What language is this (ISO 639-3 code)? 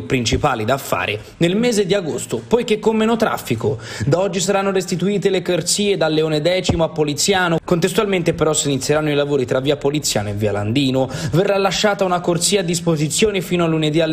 ita